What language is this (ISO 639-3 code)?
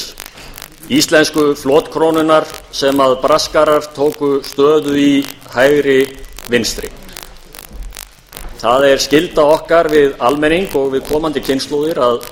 isl